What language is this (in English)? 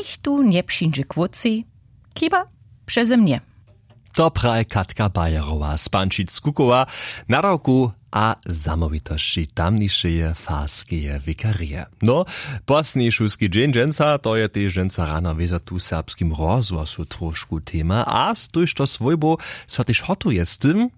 Upper Sorbian